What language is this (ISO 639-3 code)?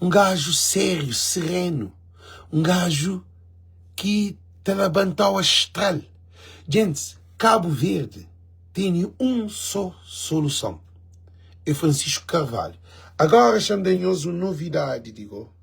kea